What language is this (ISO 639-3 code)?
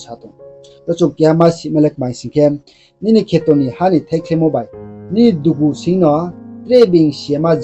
ria